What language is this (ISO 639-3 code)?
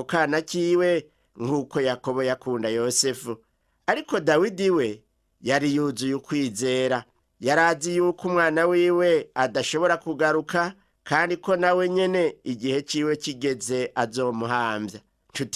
run